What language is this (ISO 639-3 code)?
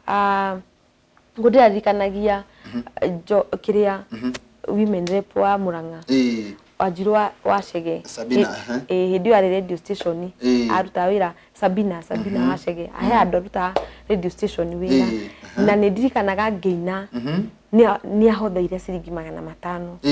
kik